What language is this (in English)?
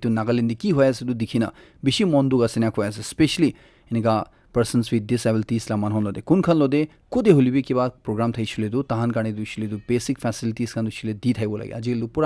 Naga Pidgin